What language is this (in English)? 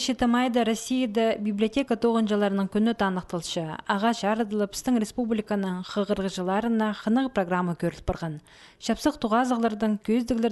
Khakas